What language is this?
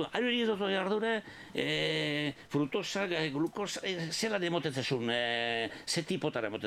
Basque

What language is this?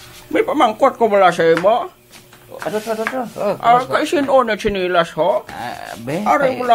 Hiligaynon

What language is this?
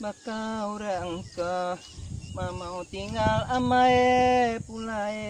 Iban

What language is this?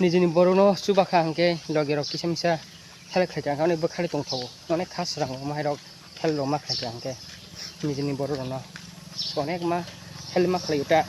Kok Borok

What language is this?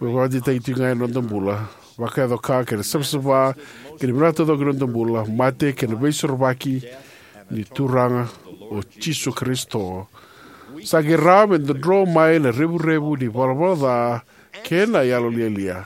Fijian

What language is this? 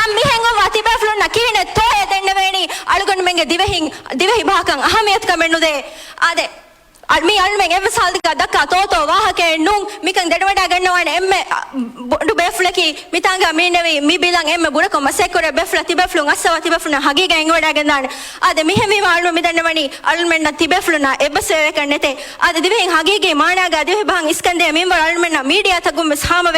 Divehi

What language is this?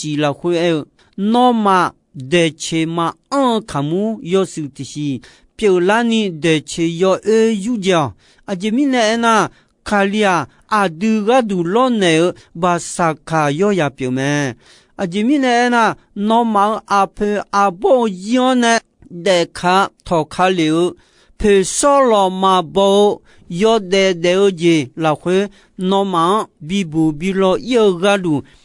Akha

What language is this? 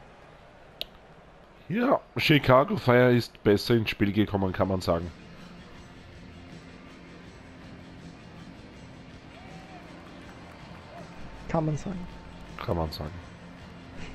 German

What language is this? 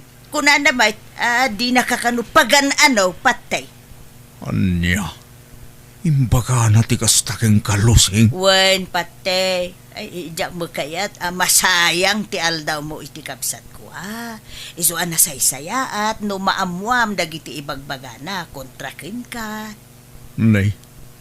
Iloko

